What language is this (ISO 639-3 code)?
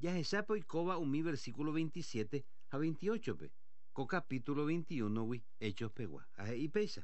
grn